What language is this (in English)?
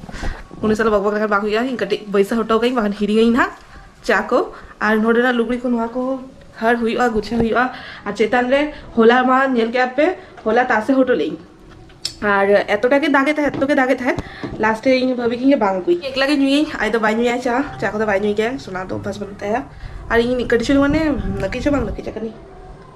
Santali